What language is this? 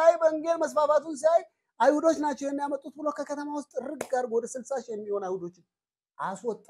Amharic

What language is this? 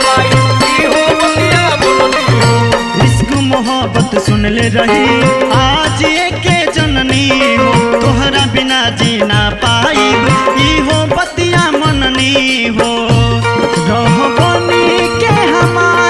Bhojpuri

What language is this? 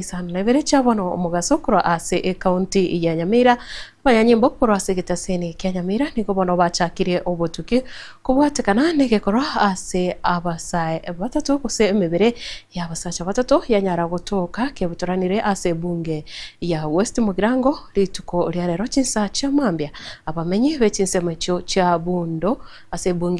Gusii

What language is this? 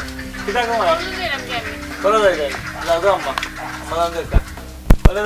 Sylheti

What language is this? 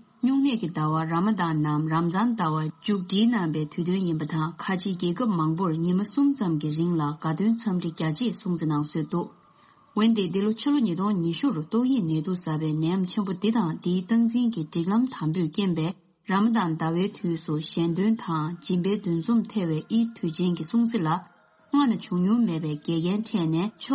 Tibetan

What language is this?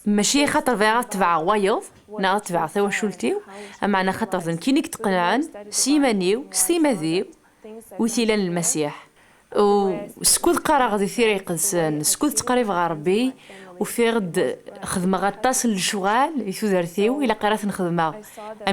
Kabyle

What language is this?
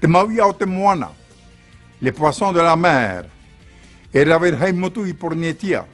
Tahitian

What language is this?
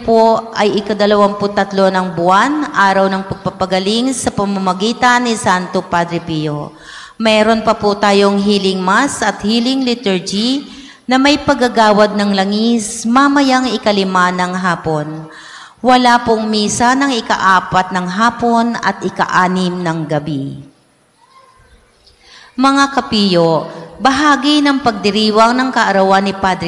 Filipino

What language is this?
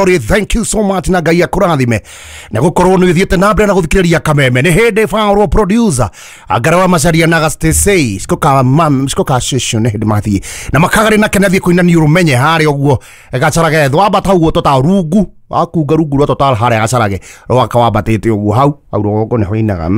Kikuyu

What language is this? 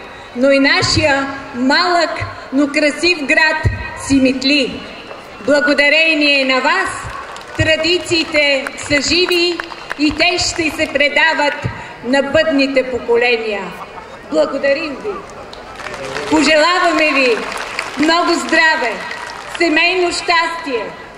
Bulgarian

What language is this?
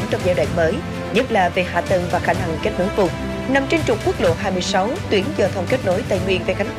Vietnamese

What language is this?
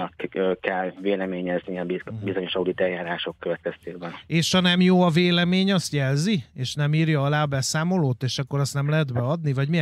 Hungarian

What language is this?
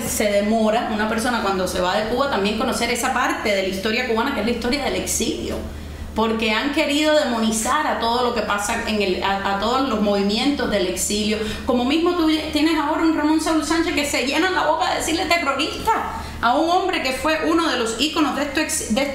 Spanish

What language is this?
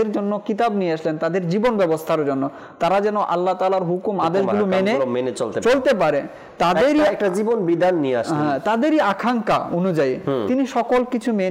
Bangla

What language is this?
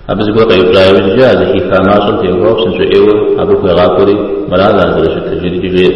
Kabardian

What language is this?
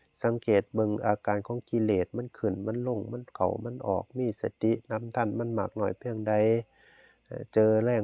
Northeastern Thai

